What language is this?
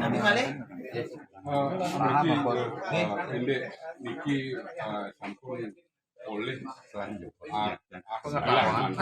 Balinese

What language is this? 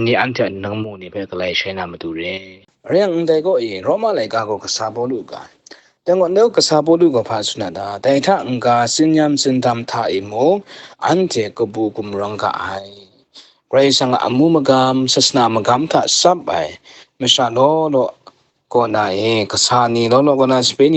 Kachin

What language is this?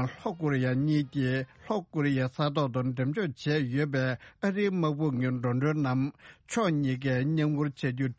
Tibetan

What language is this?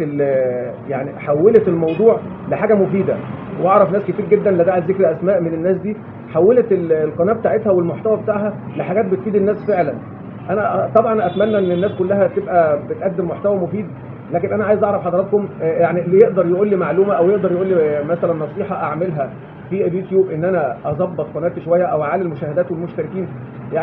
Egyptian Arabic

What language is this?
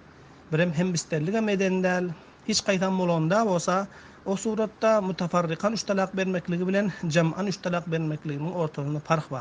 Turkmen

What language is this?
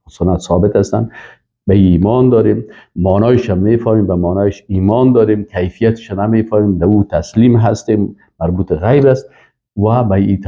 Persian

